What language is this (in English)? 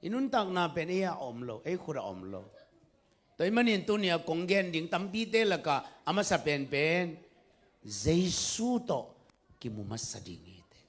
Tedim Chin